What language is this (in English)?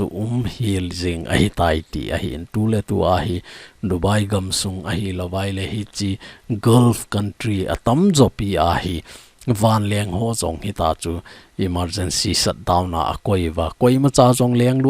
Thado Chin